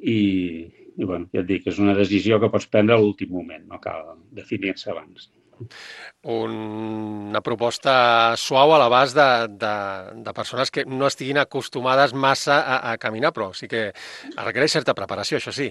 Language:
Catalan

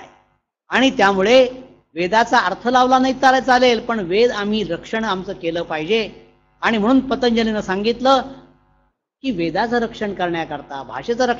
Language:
Marathi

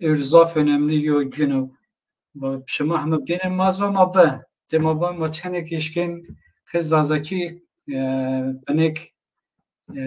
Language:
Zaza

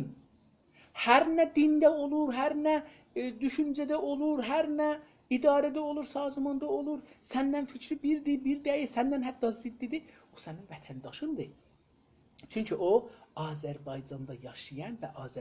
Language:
South Azerbaijani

